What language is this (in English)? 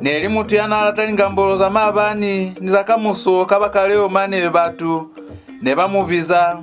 Lozi